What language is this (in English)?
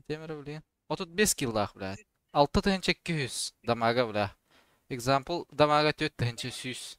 Yakut